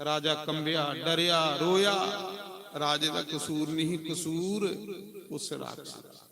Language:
Dogri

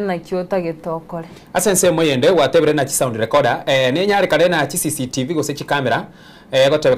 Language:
Gusii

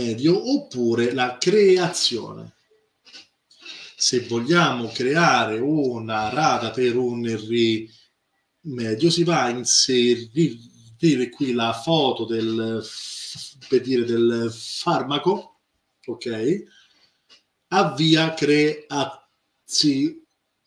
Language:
Italian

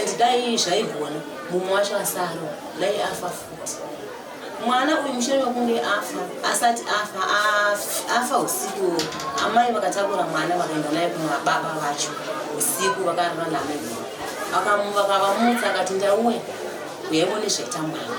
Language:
Shona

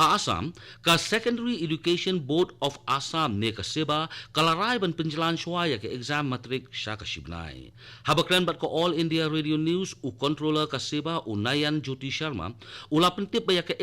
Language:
Khasi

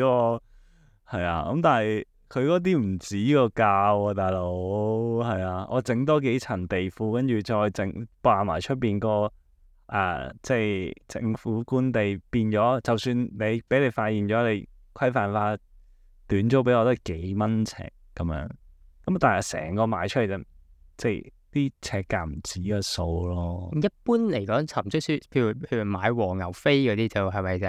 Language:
Cantonese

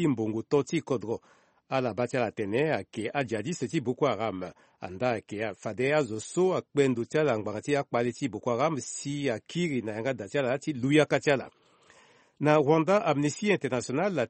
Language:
Sango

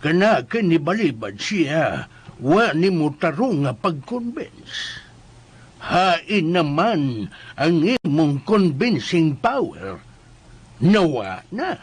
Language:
Cebuano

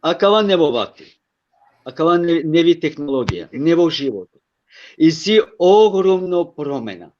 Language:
Balkan Romani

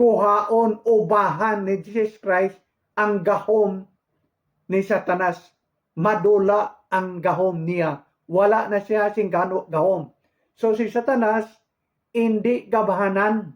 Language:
Hiligaynon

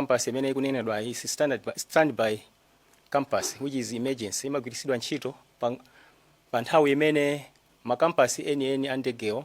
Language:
Nyanja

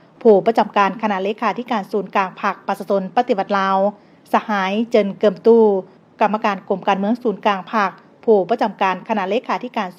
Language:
Lao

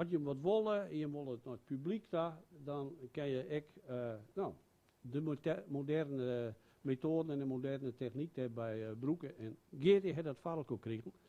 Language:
Western Frisian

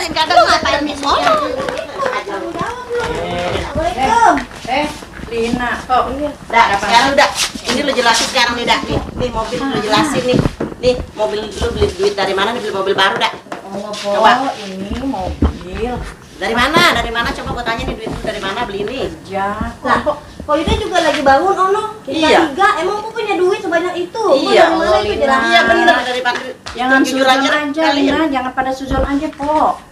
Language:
Betawi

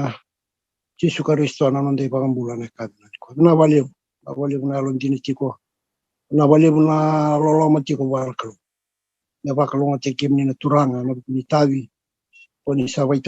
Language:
Fijian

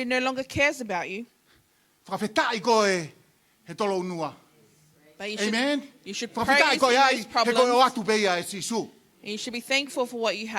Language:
Tongan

